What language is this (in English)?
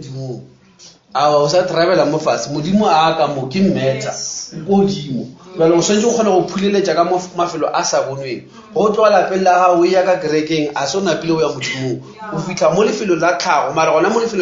Northern Sotho